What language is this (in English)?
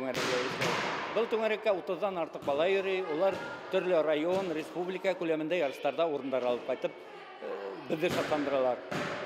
Bashkir